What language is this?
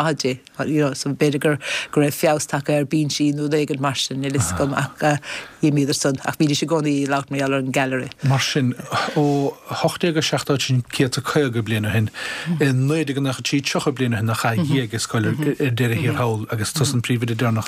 Irish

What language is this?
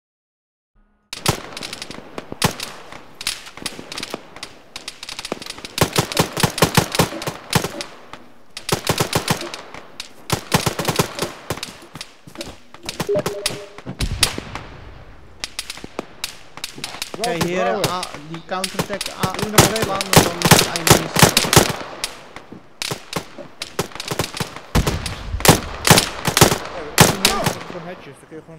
Dutch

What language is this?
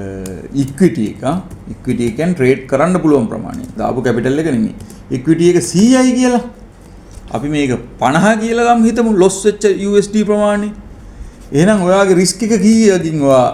Sinhala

